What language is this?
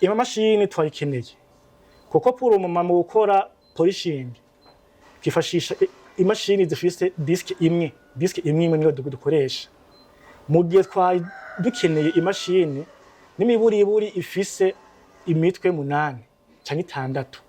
Rundi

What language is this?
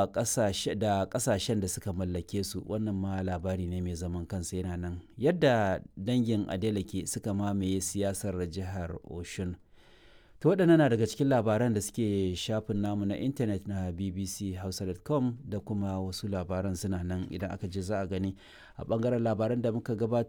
Hausa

